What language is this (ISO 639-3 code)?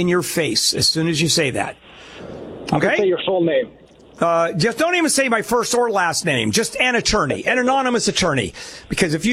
eng